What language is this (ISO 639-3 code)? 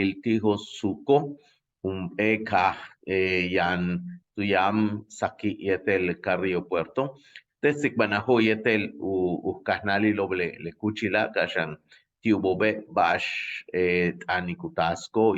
yua